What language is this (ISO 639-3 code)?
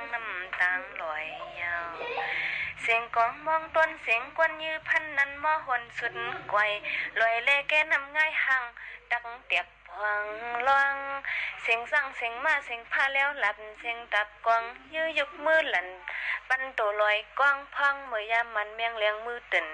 shn